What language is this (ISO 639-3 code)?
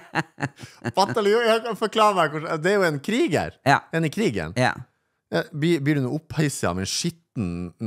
nor